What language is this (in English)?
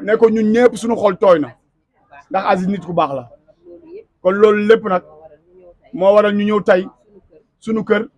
Wolof